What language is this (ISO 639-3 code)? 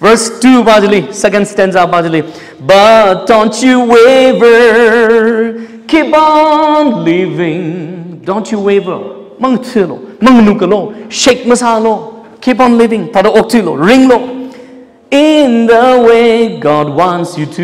nmf